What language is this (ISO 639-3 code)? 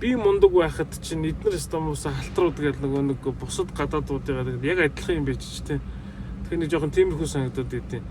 mon